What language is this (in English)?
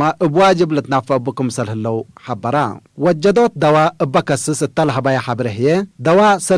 Tigre